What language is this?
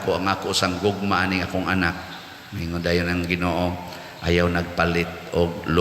Cebuano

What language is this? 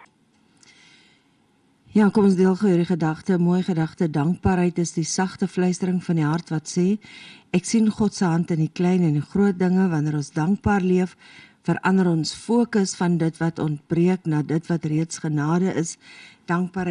Afrikaans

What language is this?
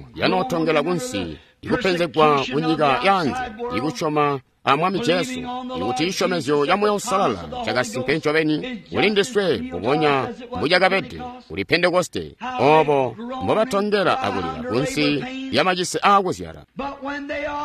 Tonga (Zambia)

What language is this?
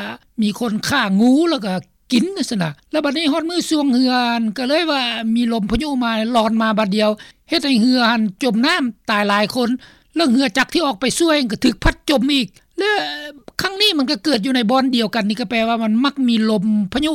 Lao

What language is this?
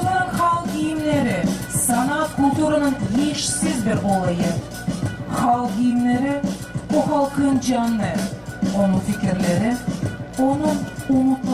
Gagauz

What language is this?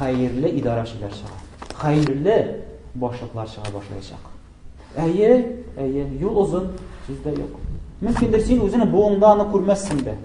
Tatar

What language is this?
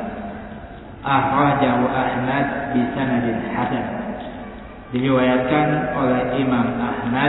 Indonesian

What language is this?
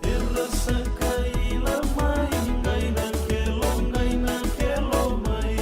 Fijian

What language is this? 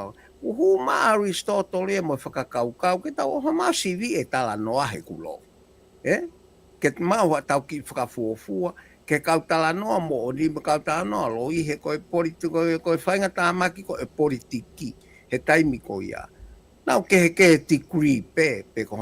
Tongan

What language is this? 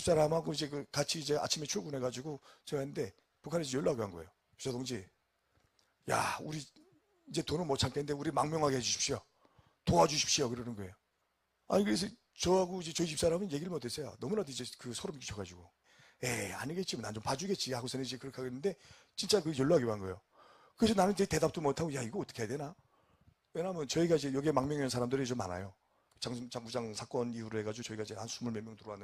Korean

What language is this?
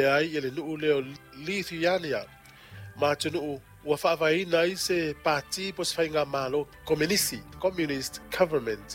Samoan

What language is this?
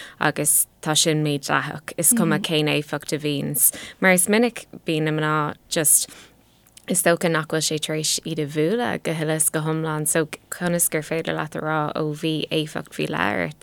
Irish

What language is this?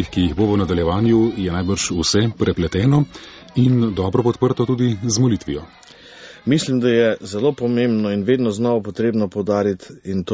Slovenian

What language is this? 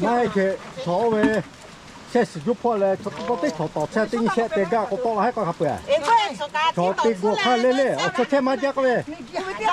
Lahu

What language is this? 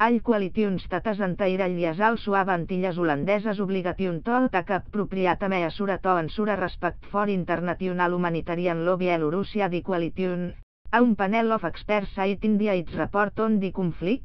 English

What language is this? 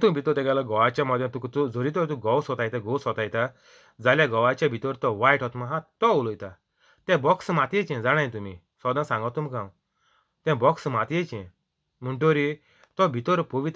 Konkani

